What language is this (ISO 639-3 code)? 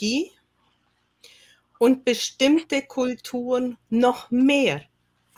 deu